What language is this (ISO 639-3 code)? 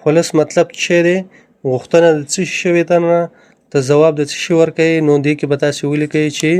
pus